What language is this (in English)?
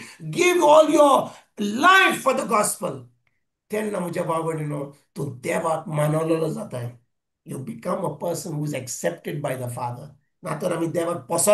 Konkani